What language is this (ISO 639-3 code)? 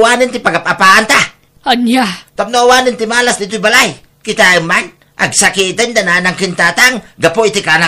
ilo